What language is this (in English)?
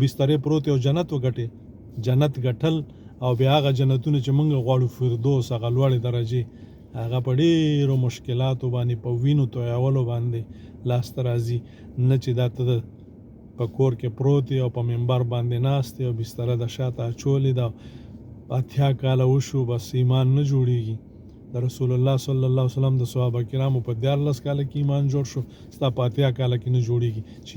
Pashto